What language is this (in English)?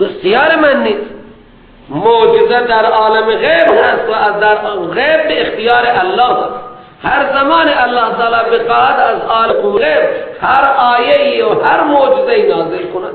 Persian